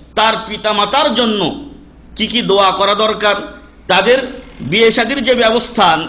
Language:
Bangla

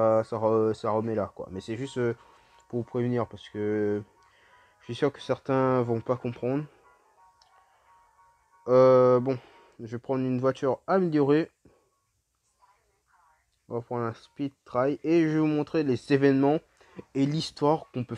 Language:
French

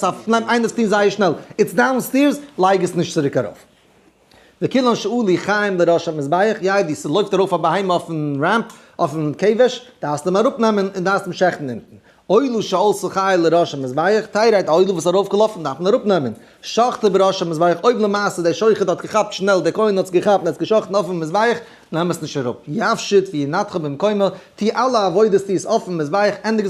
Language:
Yiddish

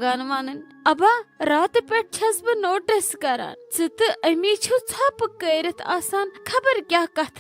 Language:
Kashmiri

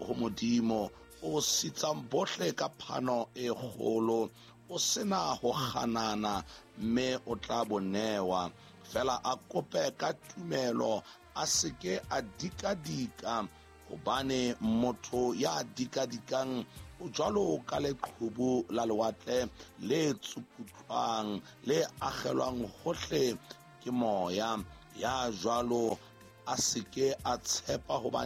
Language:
Southern Sotho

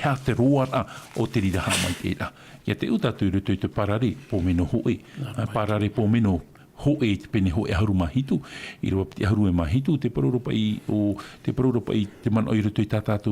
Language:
Tahitian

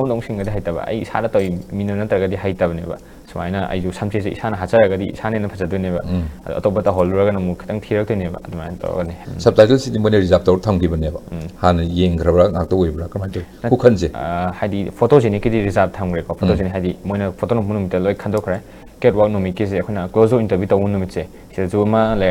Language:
Manipuri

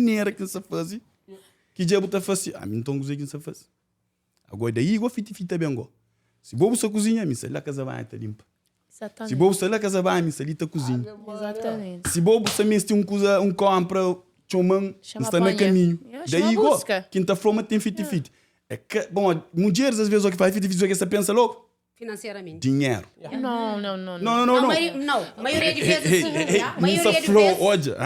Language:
Kabuverdianu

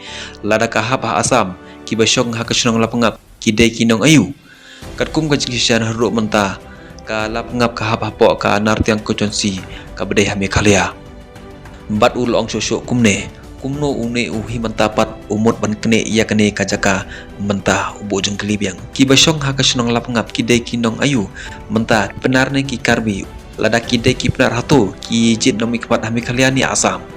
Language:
Khasi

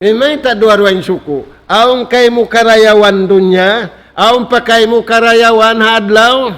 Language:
Tausug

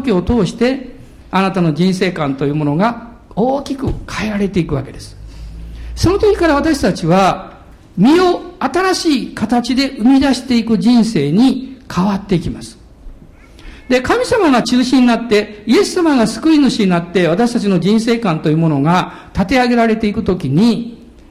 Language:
Japanese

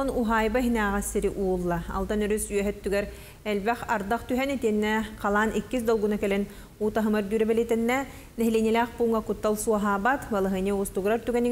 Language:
Yakut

